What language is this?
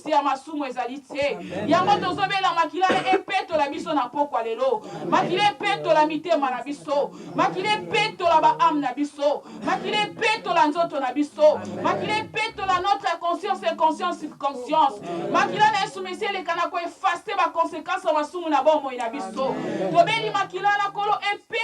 Lingala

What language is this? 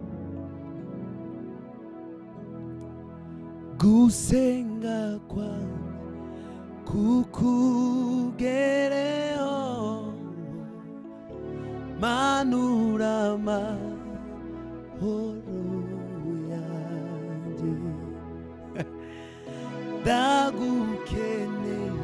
Kinyarwanda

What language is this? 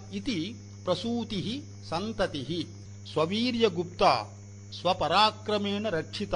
Sanskrit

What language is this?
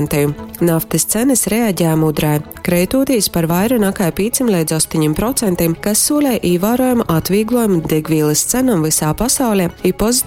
Latgalian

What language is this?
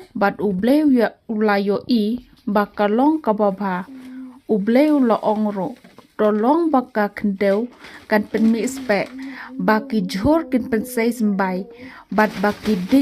Khasi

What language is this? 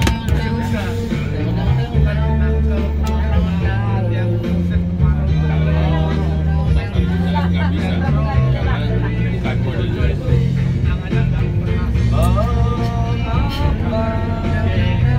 Indonesian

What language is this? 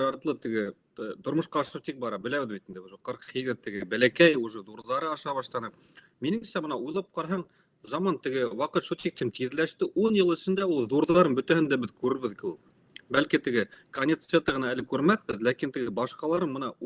Bashkir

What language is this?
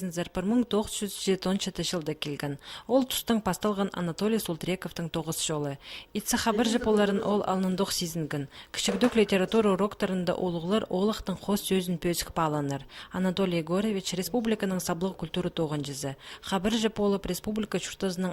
Khakas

